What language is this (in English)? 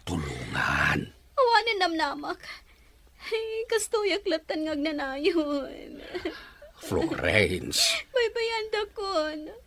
Iloko